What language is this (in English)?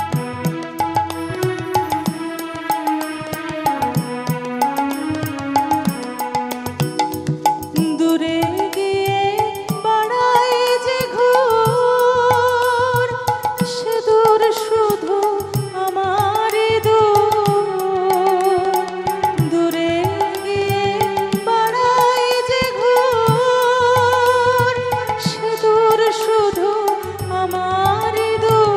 Bangla